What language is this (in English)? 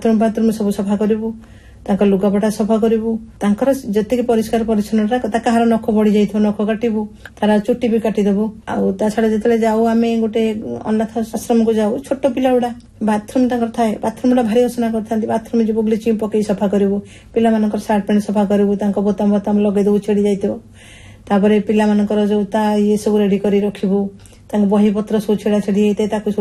Odia